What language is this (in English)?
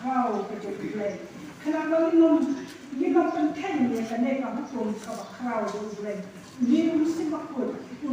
Khasi